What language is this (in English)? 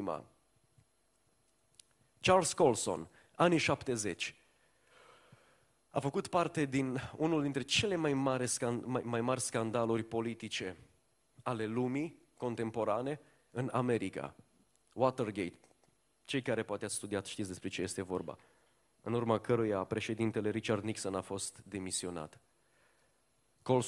Romanian